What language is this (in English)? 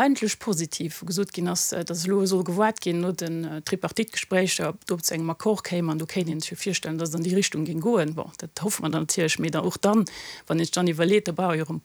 Luxembourgish